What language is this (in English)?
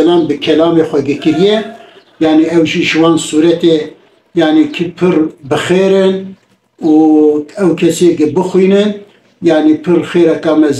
Kurdish